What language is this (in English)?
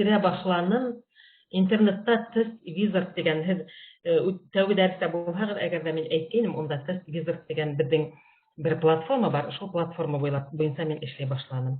Bashkir